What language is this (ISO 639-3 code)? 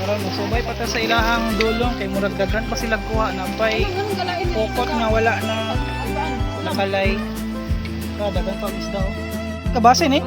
ceb